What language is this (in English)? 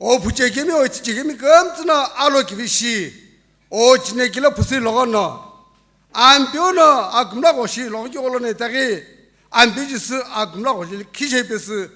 Sumi Naga